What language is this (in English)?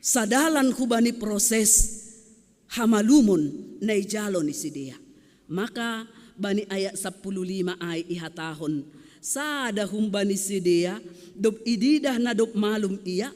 Batak Simalungun